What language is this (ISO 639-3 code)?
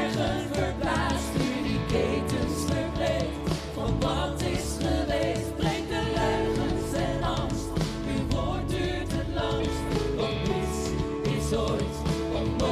fry